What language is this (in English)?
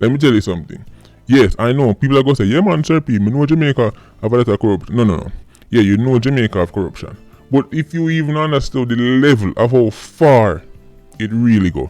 Jamaican Creole English